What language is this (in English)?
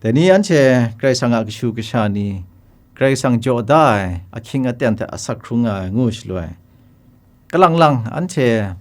Kachin